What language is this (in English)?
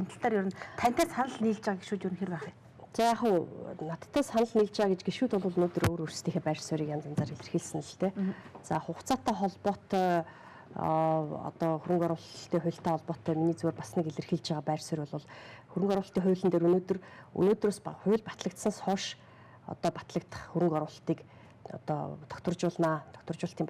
Mongolian